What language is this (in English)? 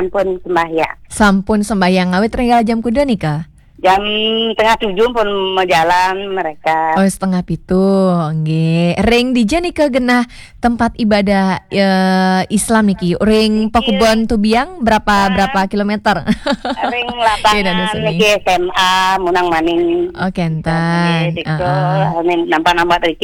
Balinese